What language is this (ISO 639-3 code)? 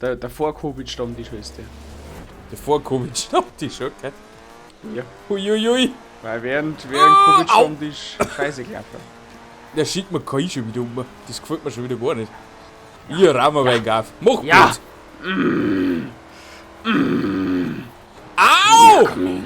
bar